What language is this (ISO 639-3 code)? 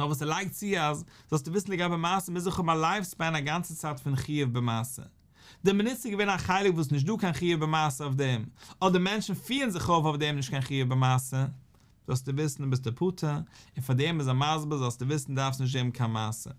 yid